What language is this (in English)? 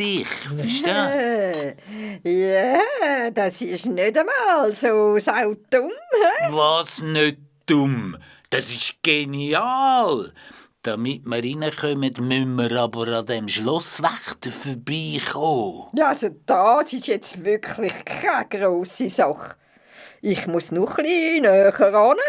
Swiss German